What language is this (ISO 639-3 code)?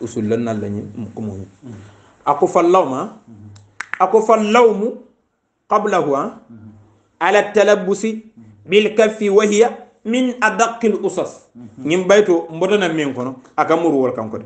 hau